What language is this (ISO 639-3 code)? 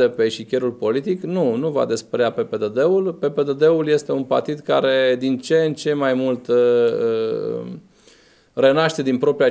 ron